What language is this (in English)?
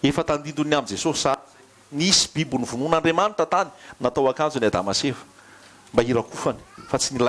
Malagasy